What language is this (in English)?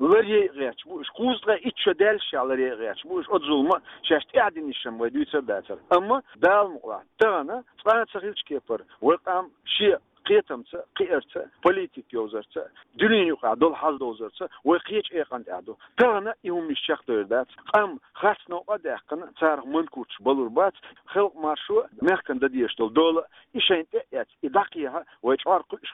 Chechen